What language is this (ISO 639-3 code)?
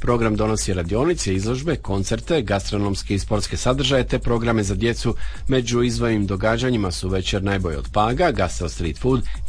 hrv